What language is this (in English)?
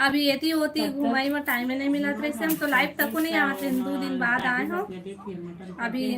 Chhattisgarhi